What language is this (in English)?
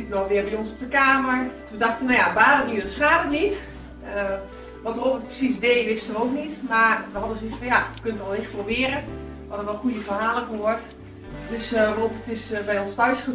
Dutch